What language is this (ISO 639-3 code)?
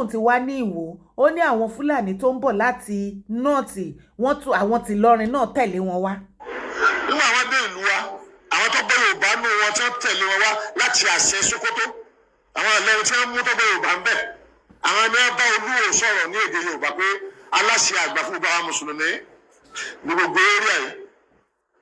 yor